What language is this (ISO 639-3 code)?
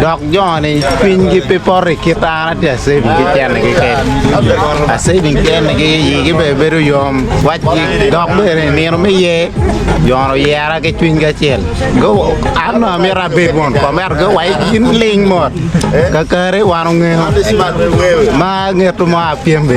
ach